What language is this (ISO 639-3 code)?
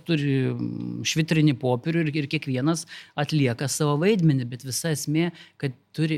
lit